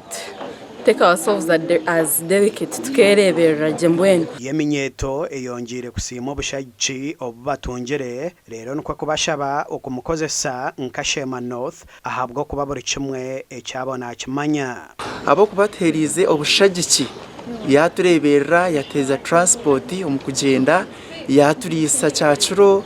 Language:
Nyankole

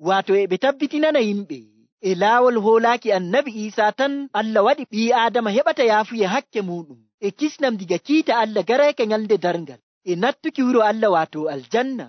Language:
Nigerian Fulfulde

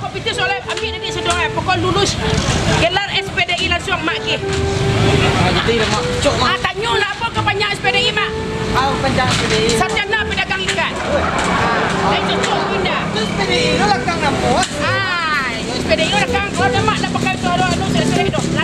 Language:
Minangkabau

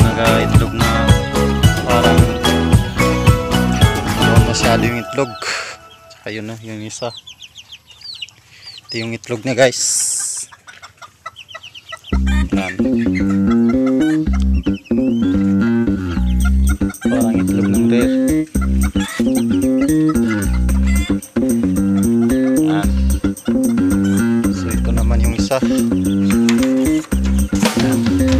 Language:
Filipino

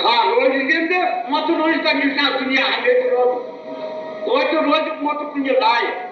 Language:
Kashmiri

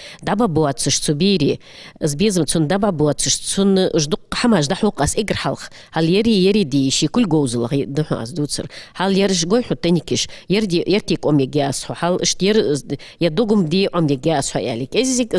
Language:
Ingush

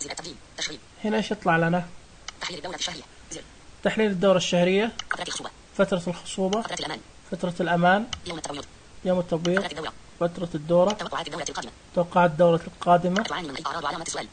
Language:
Najdi Arabic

